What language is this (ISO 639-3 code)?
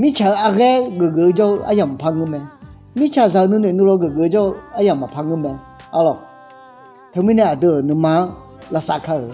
ahk